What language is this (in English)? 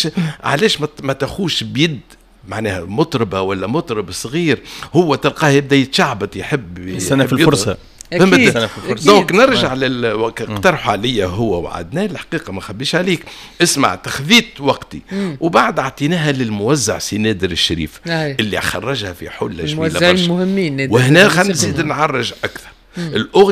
Tunisian Arabic